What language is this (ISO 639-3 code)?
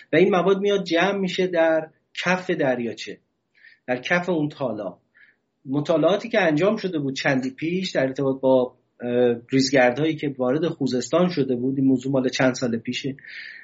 fas